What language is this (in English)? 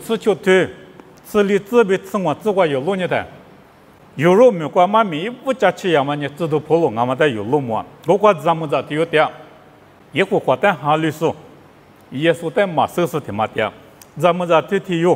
Lisu